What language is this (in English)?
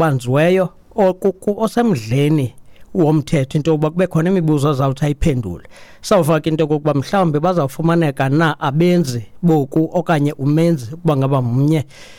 Xhosa